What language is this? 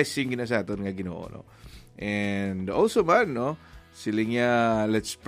Hiligaynon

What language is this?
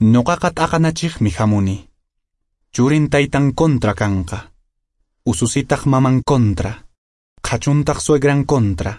Quechua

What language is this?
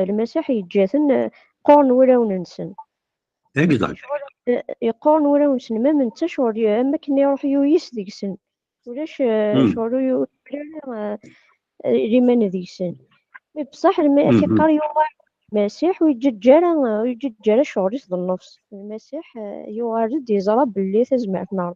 Kabyle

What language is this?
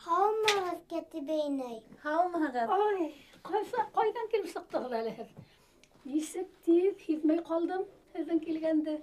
Bashkir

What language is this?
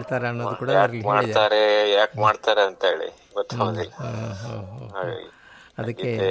Kannada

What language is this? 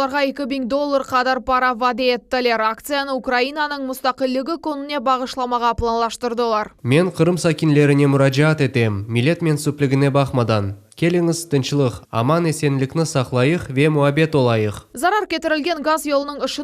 Crimean Tatar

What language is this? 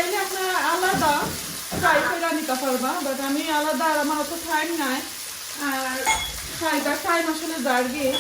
Sylheti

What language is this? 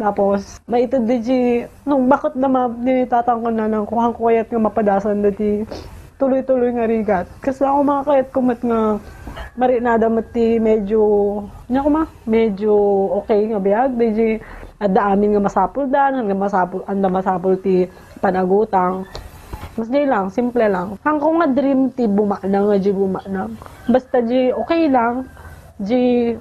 Iloko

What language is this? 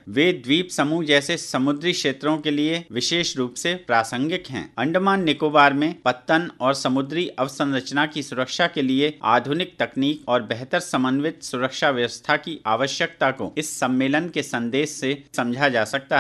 Hindi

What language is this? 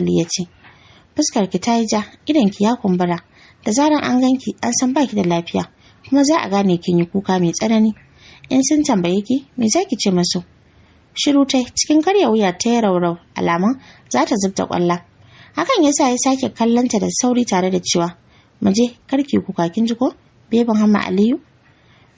Hausa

